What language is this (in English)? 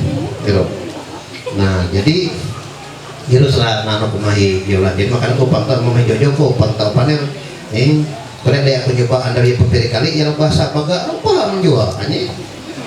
Ma'anyan